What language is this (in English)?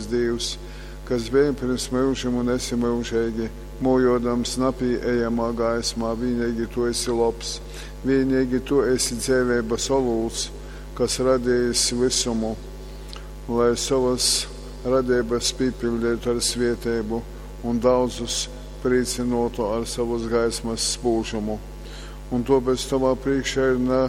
Latgalian